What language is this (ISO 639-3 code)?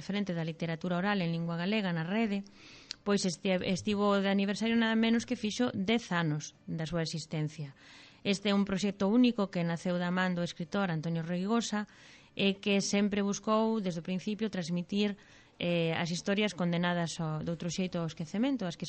glg